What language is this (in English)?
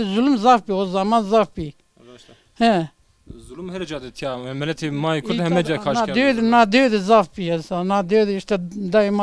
Zaza